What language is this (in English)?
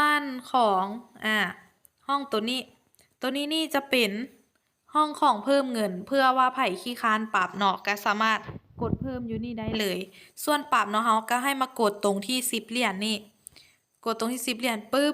Lao